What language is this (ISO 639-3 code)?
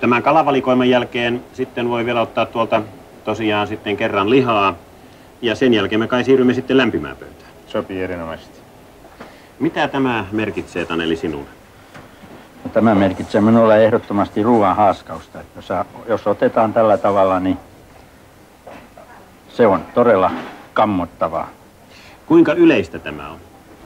fin